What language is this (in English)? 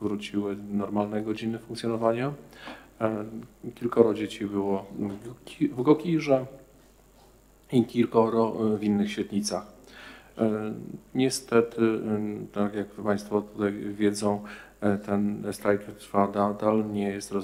Polish